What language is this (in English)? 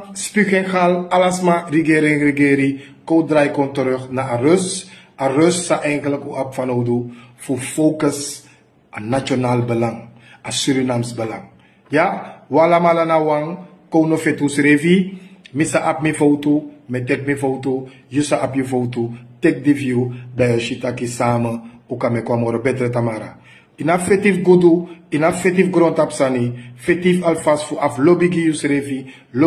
Sranan Tongo